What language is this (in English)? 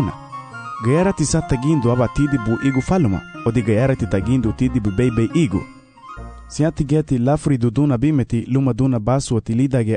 Garifuna